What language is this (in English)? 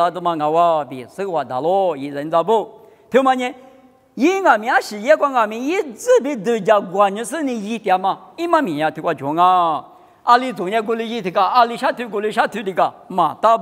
Lisu